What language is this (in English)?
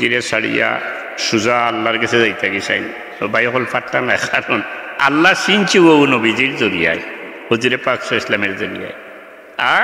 Sylheti